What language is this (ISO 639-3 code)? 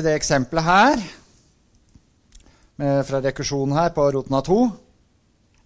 nor